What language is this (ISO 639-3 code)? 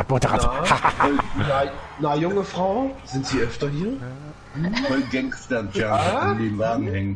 deu